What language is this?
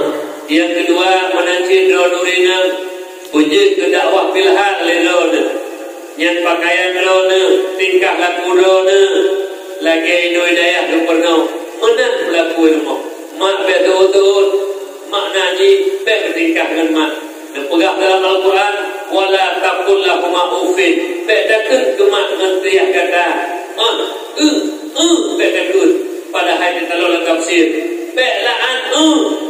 Achinese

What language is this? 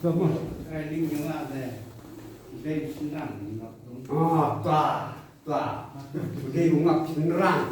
Khasi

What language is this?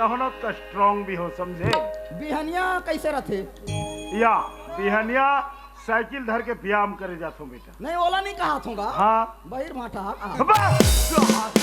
Chhattisgarhi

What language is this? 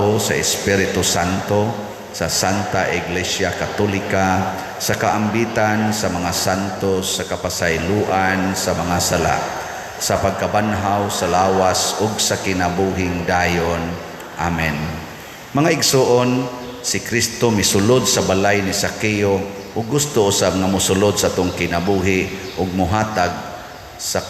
Cebuano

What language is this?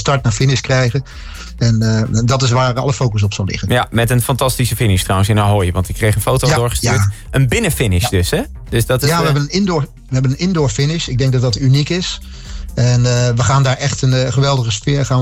Dutch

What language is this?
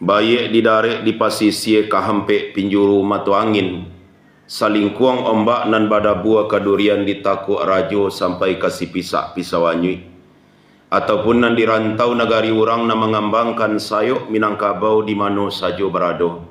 Minangkabau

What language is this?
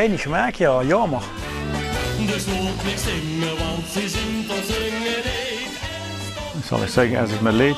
Limburgish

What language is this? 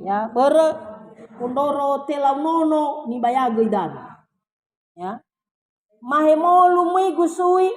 Nias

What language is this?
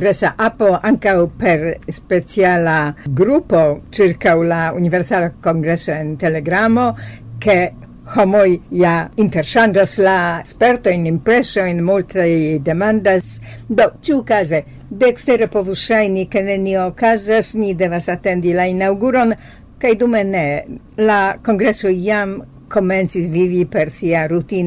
Esperanto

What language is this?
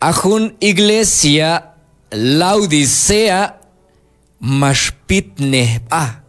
Q'anjob'al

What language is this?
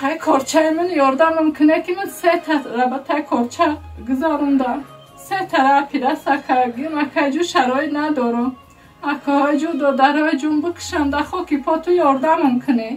Tajik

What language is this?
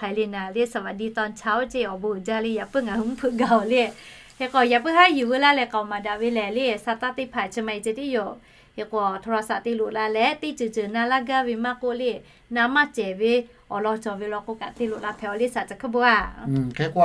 Lahu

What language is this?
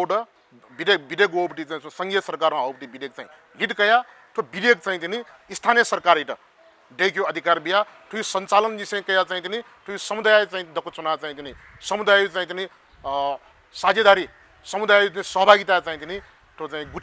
Newari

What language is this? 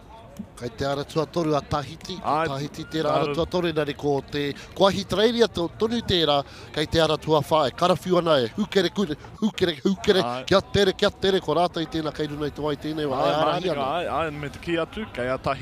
Māori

